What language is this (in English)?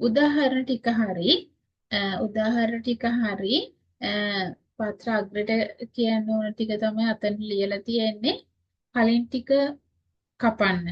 Sinhala